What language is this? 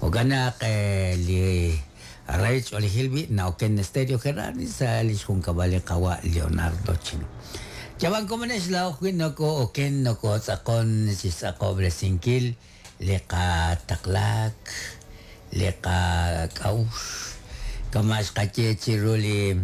Kekchí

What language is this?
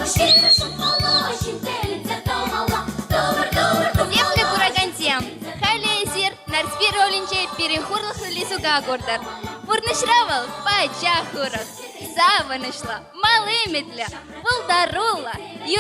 Chuvash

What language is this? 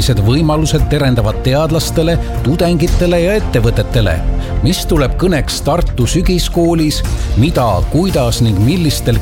Estonian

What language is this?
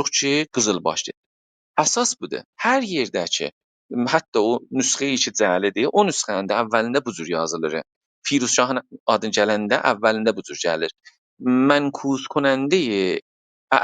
South Azerbaijani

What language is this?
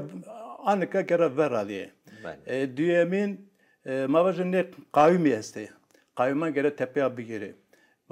Zaza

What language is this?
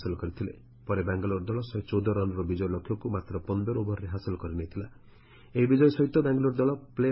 Odia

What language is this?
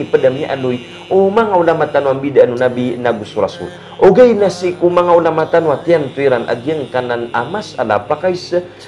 Maranao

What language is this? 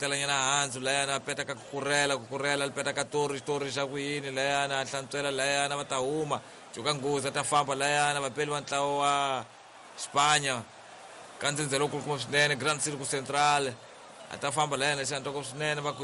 Tsonga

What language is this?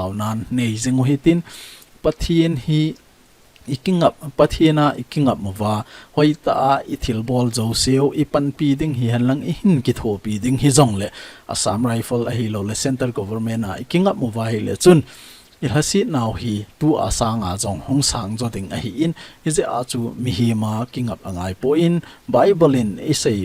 Thado Chin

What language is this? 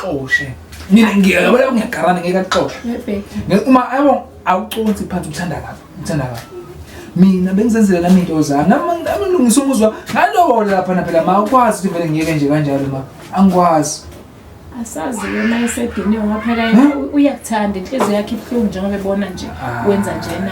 Zulu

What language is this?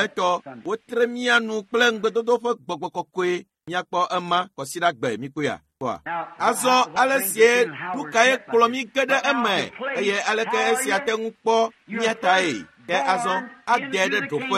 Ewe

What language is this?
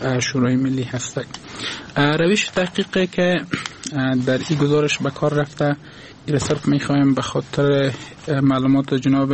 Persian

